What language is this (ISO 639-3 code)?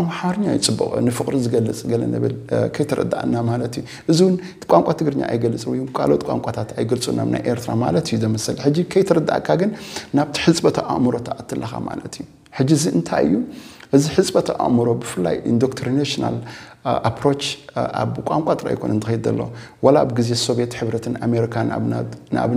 tir